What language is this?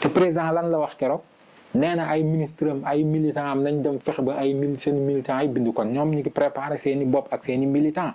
Wolof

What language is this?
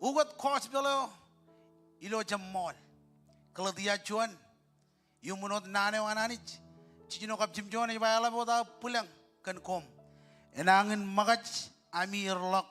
Marshallese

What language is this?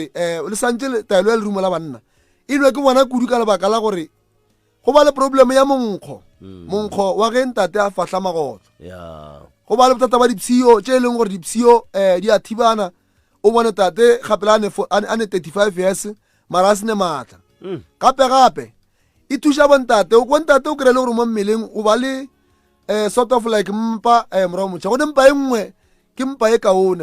Northern Sotho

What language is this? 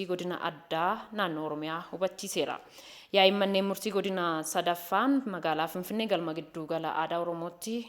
Oromo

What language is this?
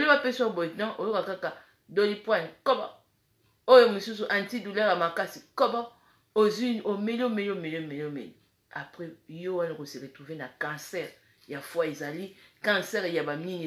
Lingala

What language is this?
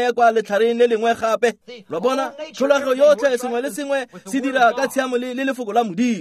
Tswana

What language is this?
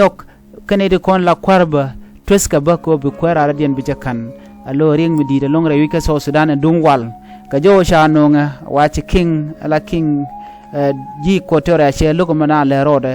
Nuer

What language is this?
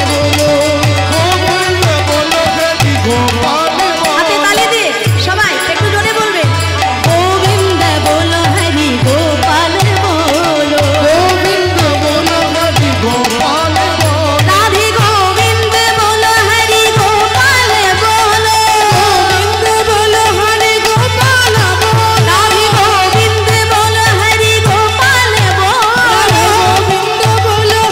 Bangla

